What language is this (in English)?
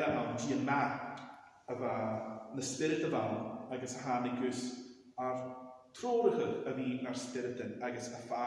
Scottish Gaelic